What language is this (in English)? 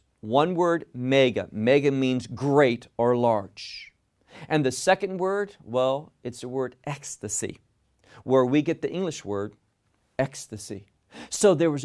English